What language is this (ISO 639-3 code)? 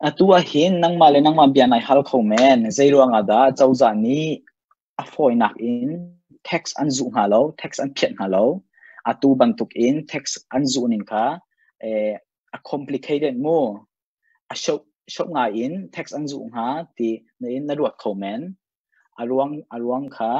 cnh